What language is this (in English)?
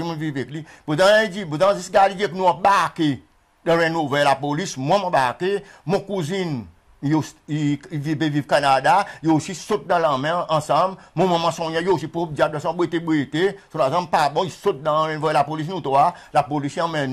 Seselwa Creole French